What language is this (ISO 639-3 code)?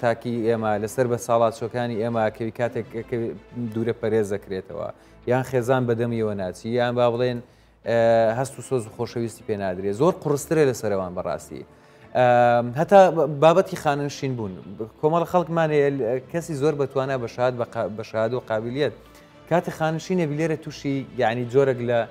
ckb